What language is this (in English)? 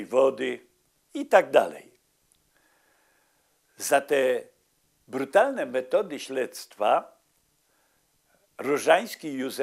Polish